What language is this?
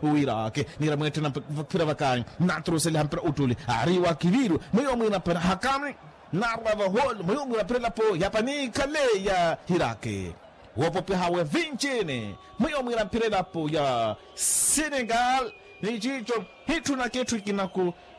Makhuwa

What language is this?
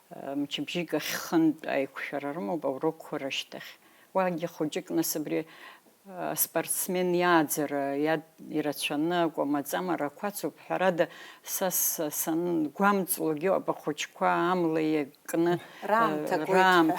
Abkhazian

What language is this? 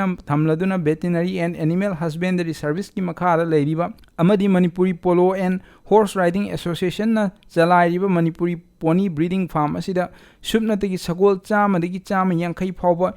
Manipuri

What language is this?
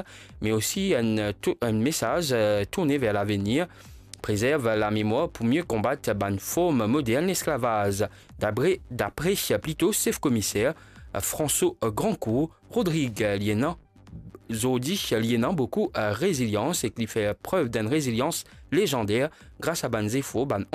Morisyen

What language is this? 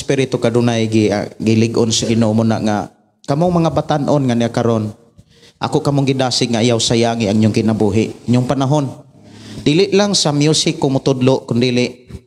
Cebuano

